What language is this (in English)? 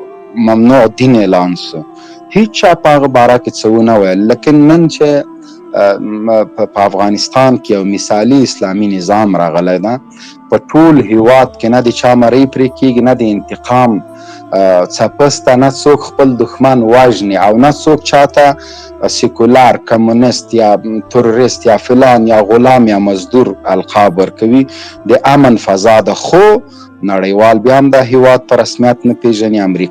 Pashto